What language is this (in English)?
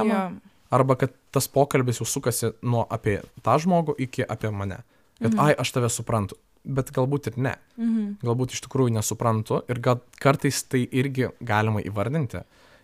Lithuanian